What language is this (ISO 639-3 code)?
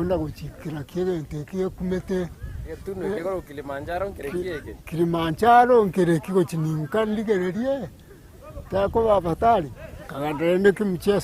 guz